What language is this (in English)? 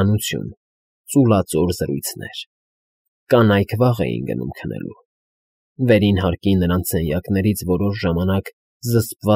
Armenian